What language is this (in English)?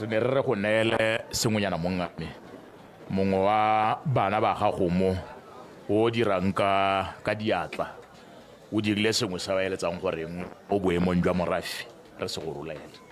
Tswana